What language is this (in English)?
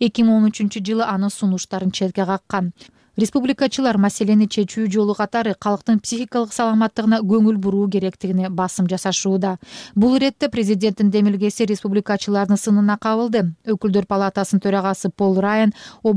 Kyrgyz